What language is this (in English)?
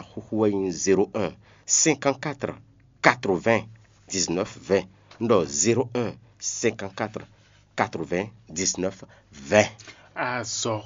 Fon